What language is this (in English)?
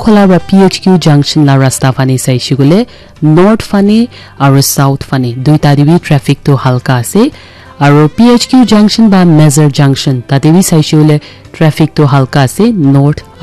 Naga Pidgin